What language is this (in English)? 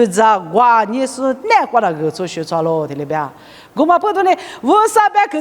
Lisu